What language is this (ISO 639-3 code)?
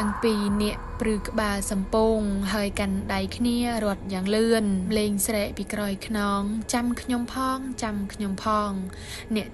khm